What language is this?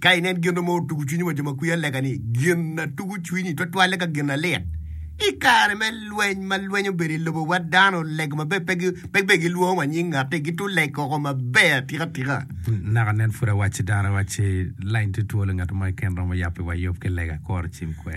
Acoli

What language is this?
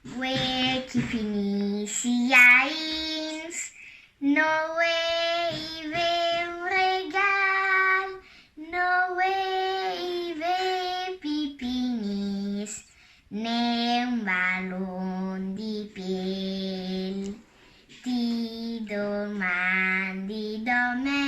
Friulian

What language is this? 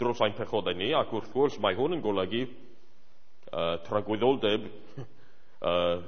Welsh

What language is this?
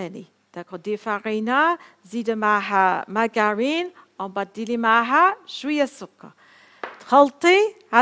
Algerian Arabic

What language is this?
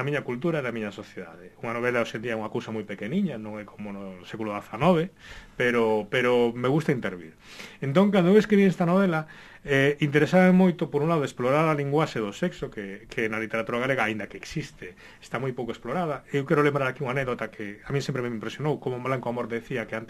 Galician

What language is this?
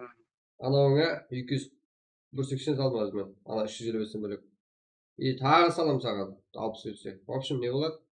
Kara-Kalpak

